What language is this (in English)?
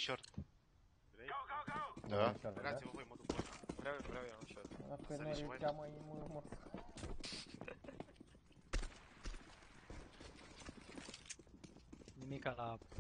Romanian